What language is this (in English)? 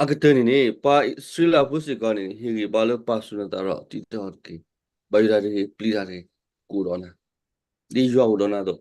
S'gaw Karen